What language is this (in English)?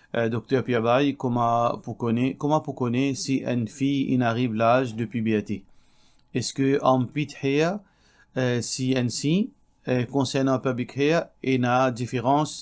Morisyen